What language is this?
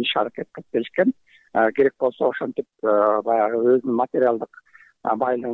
Kyrgyz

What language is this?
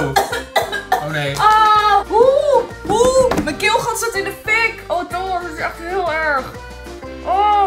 Dutch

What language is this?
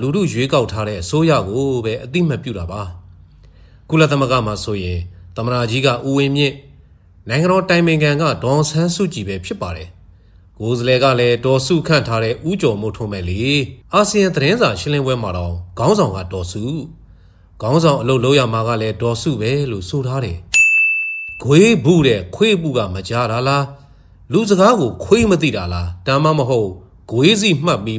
Burmese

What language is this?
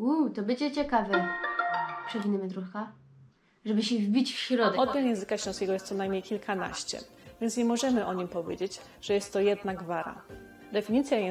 Silesian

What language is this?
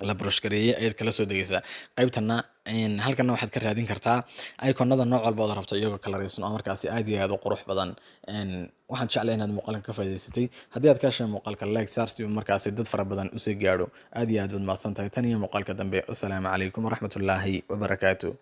Somali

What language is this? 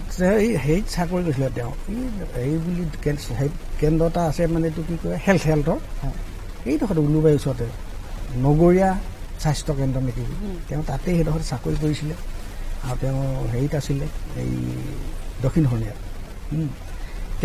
Assamese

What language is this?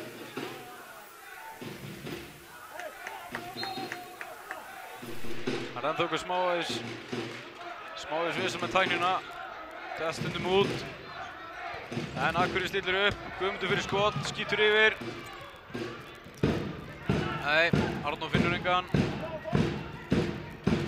Icelandic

